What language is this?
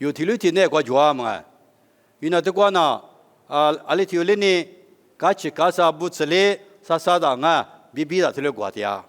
Lisu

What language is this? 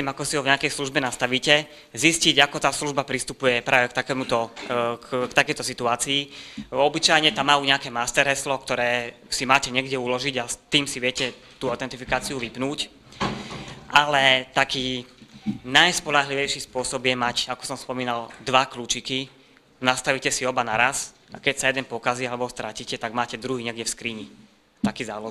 Slovak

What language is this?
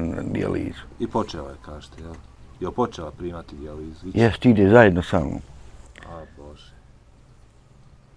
Bosnian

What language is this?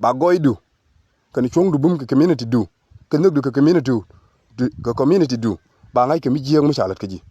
Nuer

